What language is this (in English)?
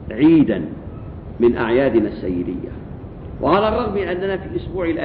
Egyptian Arabic